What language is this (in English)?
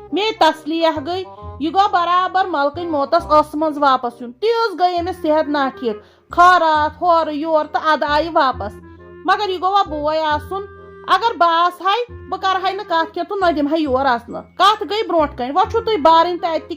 Kashmiri